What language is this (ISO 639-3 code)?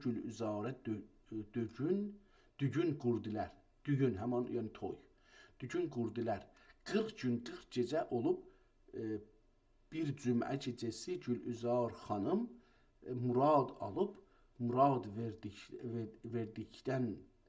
azb